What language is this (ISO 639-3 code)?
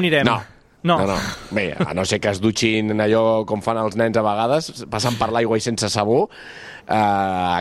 cat